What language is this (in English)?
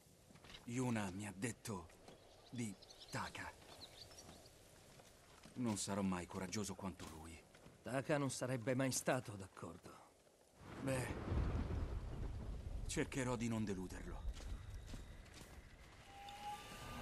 Italian